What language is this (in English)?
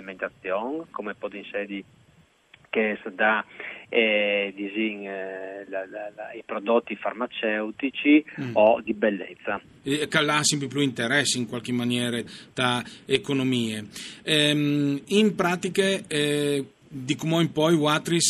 Friulian